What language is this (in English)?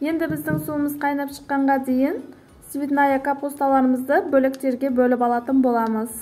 Kazakh